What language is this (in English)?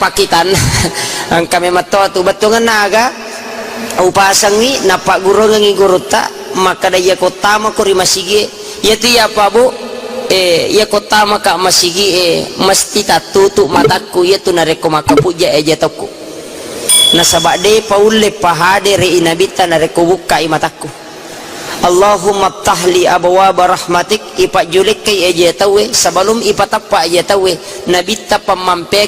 Buginese